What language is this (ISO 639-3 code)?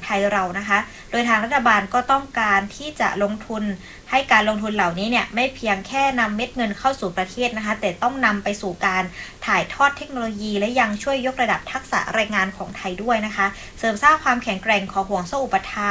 tha